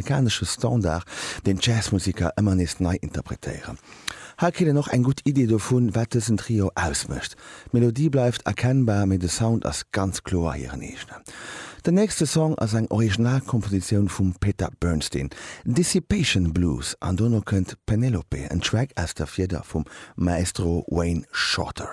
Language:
Luxembourgish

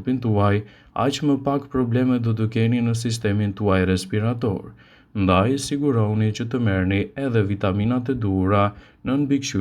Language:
Albanian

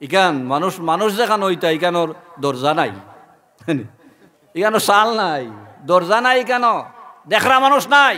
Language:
Sylheti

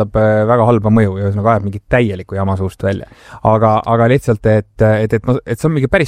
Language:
Estonian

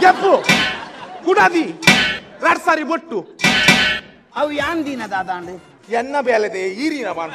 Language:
Tulu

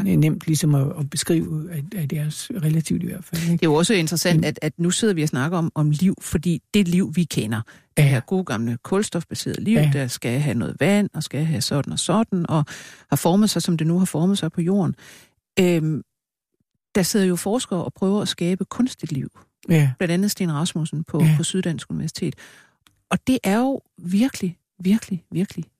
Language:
Danish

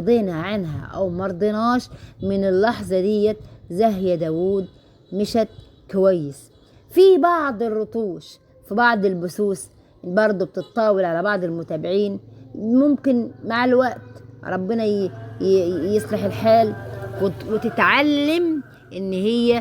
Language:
Egyptian Arabic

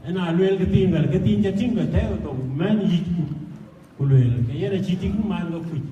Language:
Dinka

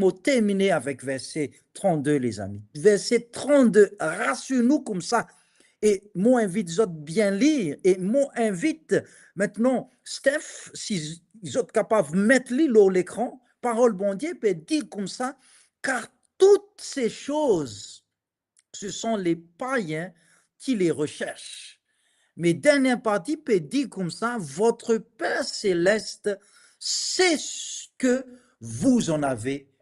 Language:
Morisyen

